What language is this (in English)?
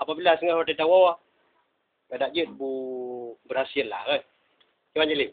Achinese